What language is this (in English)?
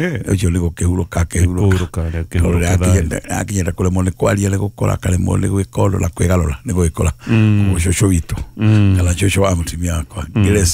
Kikuyu